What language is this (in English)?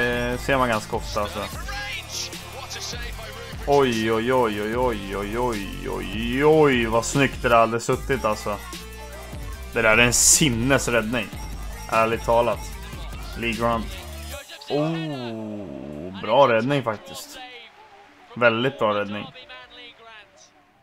Swedish